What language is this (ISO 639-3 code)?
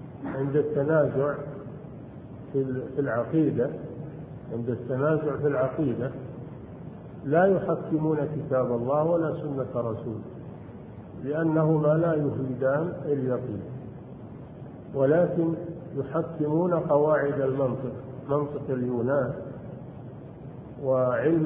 ara